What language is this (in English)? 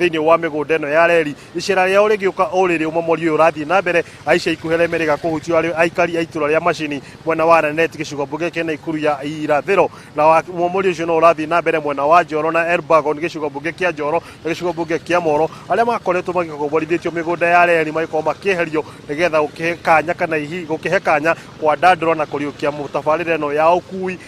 Kikuyu